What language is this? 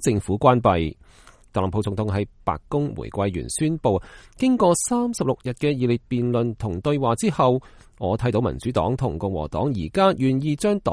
Cantonese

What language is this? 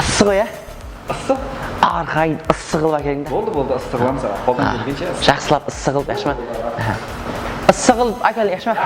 Kara-Kalpak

